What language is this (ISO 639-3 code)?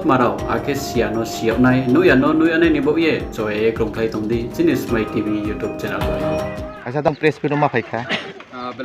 ria